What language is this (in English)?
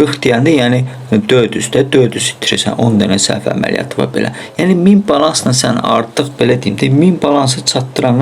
Azerbaijani